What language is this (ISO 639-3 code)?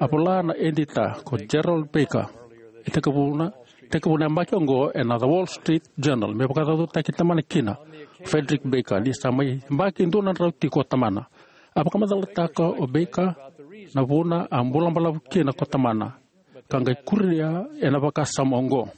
fij